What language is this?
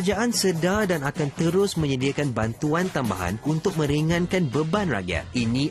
Malay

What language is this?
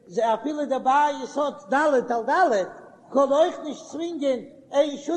Yiddish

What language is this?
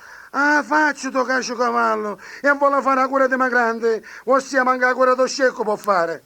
Sicilian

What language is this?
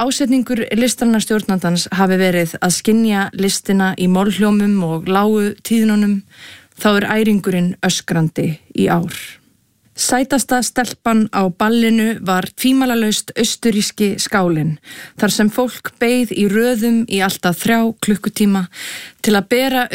Icelandic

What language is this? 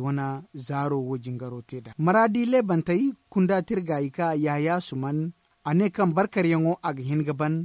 Zarma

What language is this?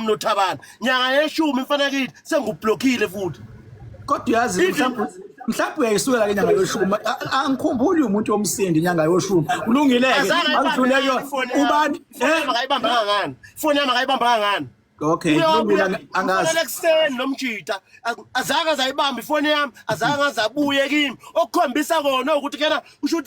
Zulu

